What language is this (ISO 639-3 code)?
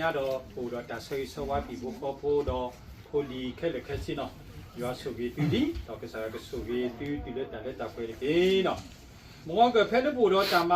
ksw